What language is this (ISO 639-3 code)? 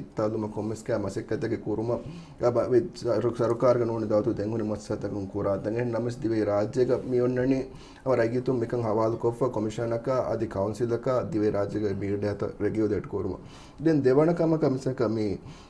div